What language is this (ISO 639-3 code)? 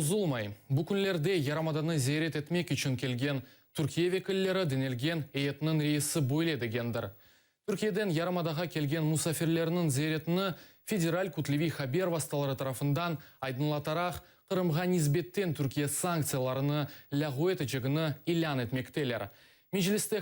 crh